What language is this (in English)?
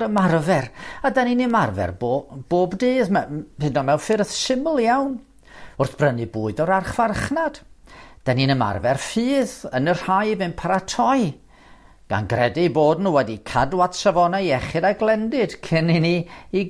Welsh